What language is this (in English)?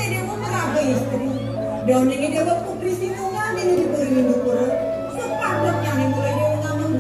Balinese